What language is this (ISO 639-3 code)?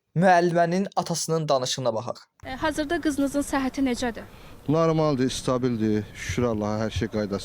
aze